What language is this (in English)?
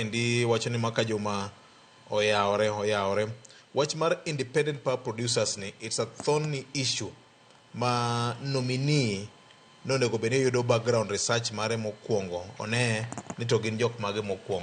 Luo (Kenya and Tanzania)